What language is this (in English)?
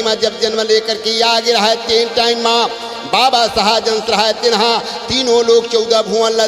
Chhattisgarhi